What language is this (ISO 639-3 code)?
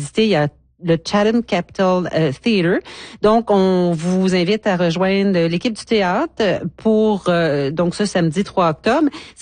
fra